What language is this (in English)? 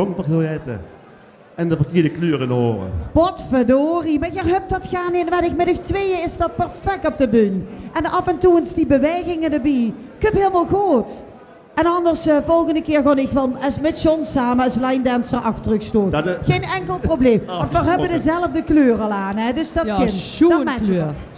Limburgish